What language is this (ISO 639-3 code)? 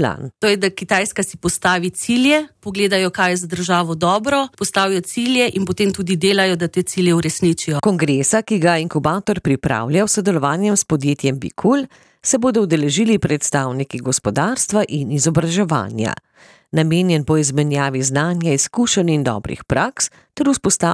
slv